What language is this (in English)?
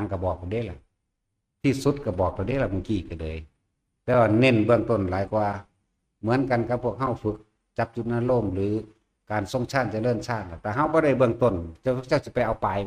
Northeastern Thai